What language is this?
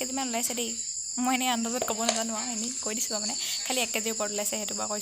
Assamese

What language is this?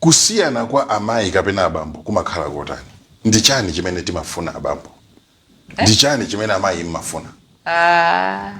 Nyanja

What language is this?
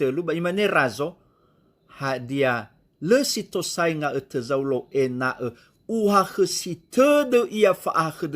Nias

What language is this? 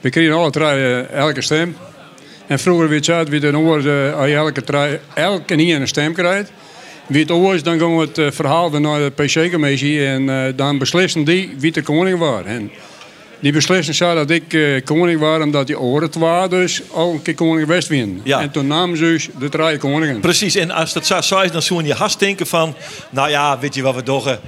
Western Frisian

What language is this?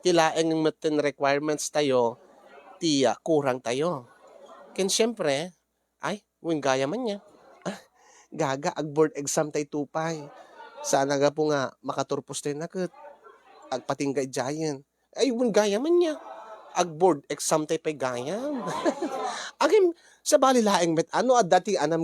Iloko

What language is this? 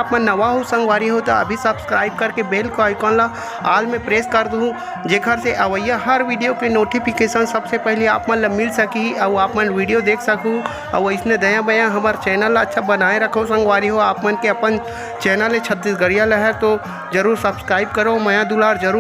Chhattisgarhi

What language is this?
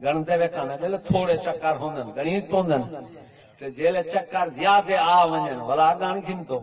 Saraiki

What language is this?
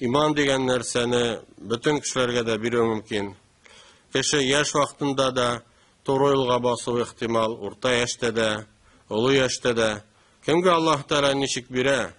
Tatar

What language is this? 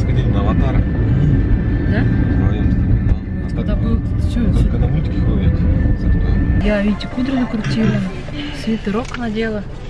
Russian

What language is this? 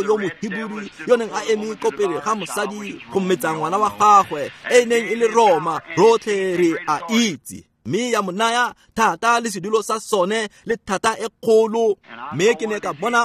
Tswana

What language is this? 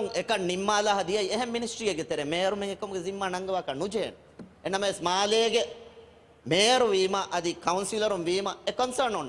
Divehi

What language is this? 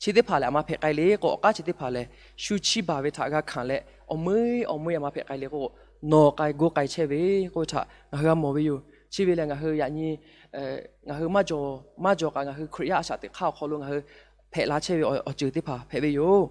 Lahu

